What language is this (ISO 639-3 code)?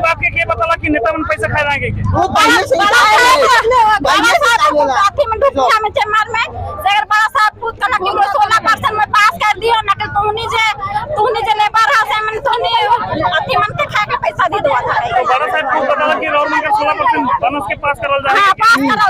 sck